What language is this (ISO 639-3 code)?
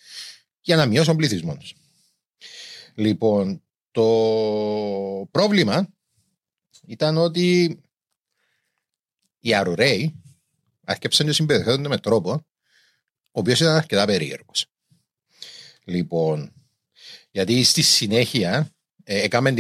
ell